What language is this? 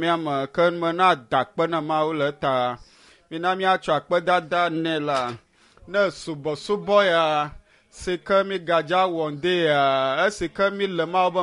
Ewe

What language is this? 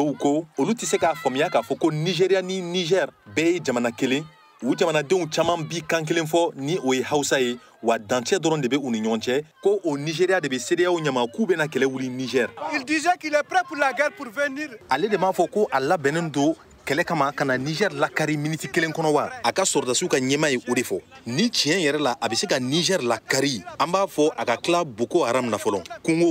Bambara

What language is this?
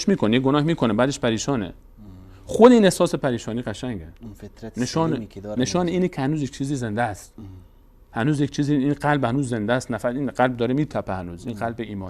Persian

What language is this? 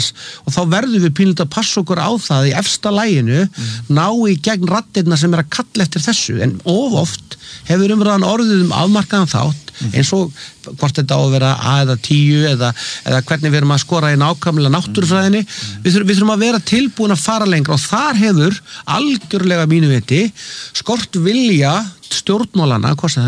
Icelandic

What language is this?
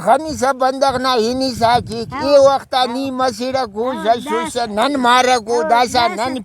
Brahui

